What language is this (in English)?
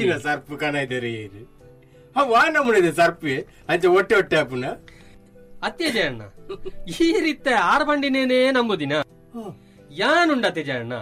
Tulu